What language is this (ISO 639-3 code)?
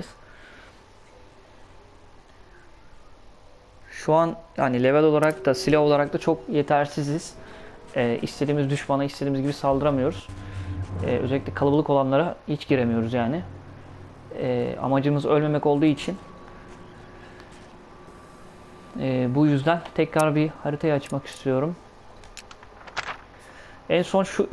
tur